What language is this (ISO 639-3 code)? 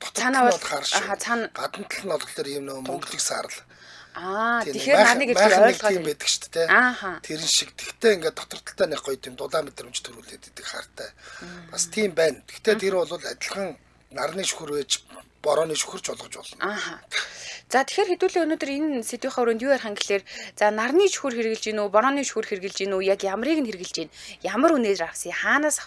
mon